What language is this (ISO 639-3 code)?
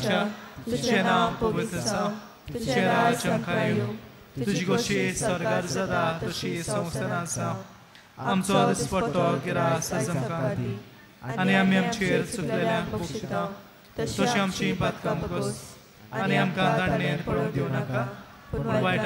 kok